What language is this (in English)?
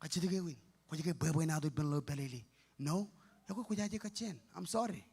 Marshallese